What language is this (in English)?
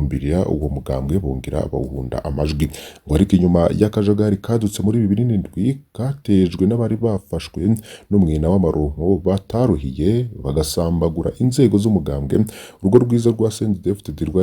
Rundi